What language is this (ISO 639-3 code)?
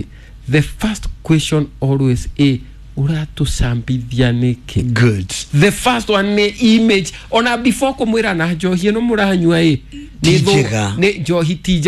kik